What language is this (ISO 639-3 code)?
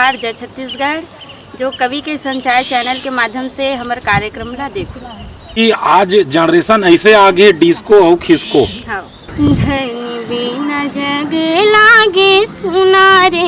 hne